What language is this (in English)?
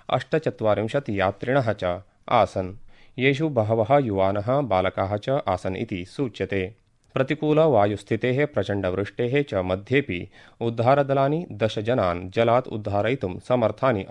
Sanskrit